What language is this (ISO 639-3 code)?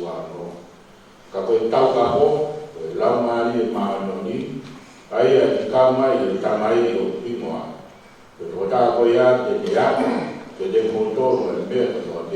ton